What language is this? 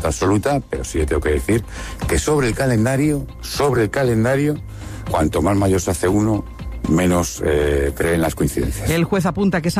Spanish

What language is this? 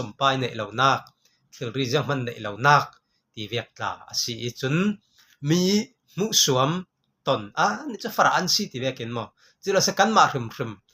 Falam Chin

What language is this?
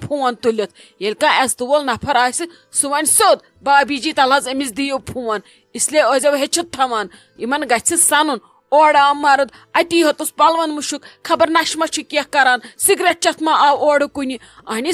Kashmiri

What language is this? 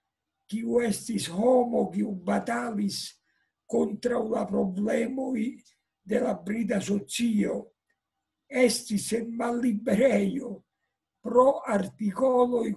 Esperanto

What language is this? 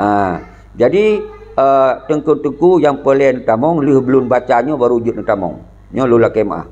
Achinese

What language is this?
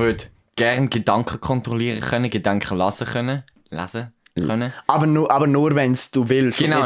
Swiss German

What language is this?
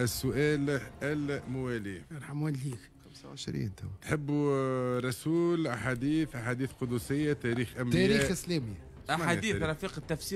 Tunisian Arabic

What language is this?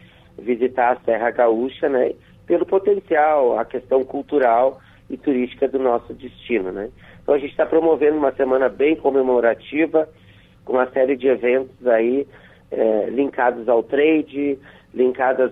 Portuguese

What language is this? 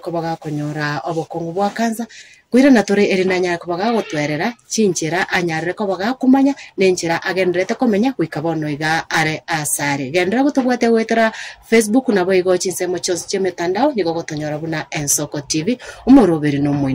Gusii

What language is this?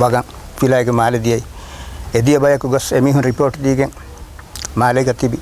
Divehi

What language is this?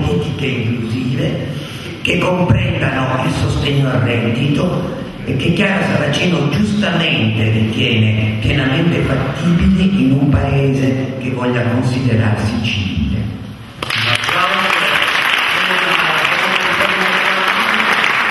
Italian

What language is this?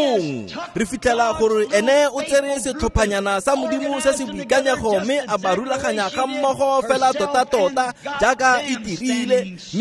Tswana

